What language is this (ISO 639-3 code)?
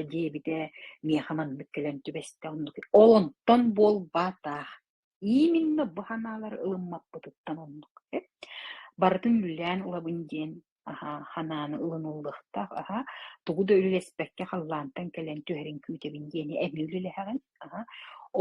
sah